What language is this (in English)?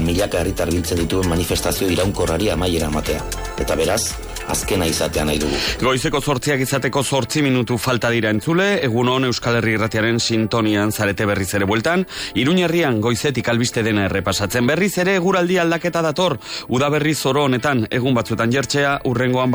Basque